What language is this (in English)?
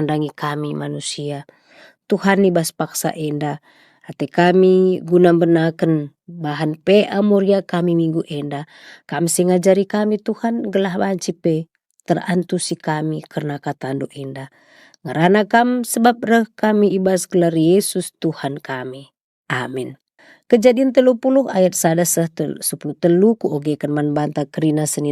Batak Karo